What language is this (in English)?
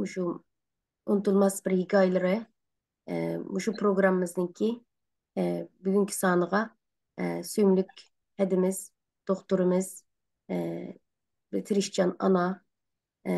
Uyghur